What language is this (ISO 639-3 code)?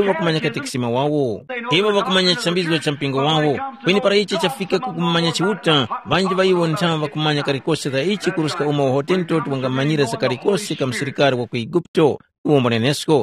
tum